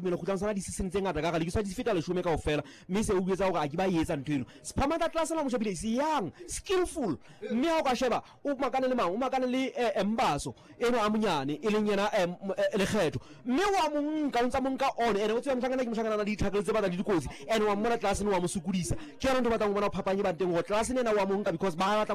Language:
Southern Sotho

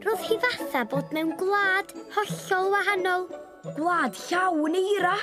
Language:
Welsh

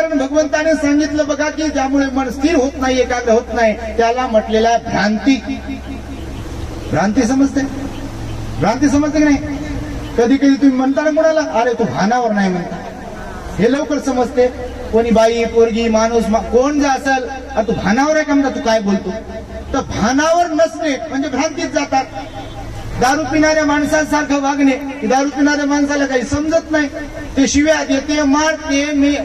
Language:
Marathi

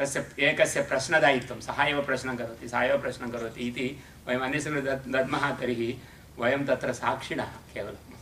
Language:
Sanskrit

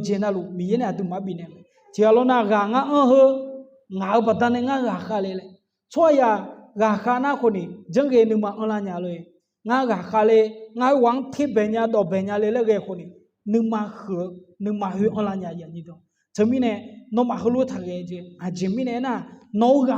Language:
Akha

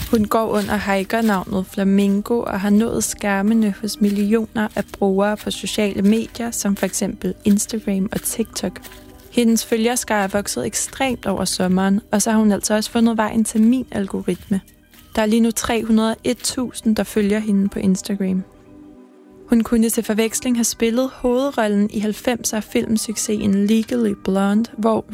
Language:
Danish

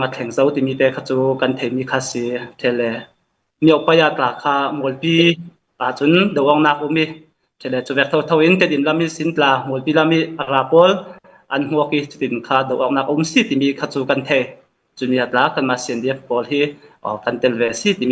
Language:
Falam Chin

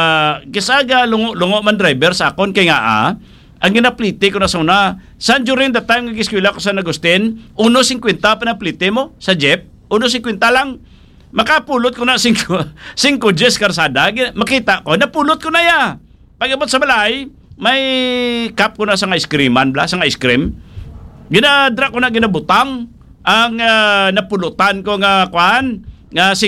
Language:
Hiligaynon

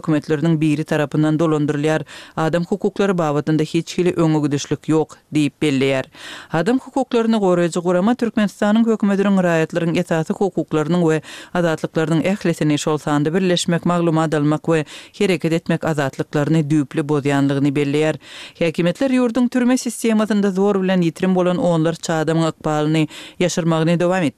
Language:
Turkmen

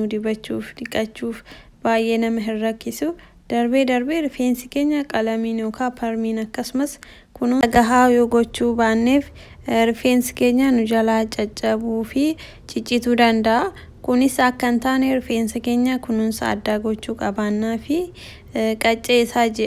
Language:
Oromo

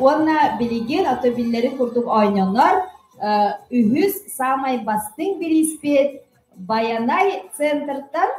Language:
Yakut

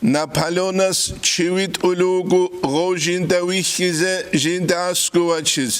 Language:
Avaric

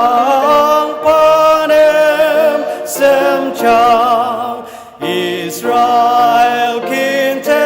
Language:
Ao Naga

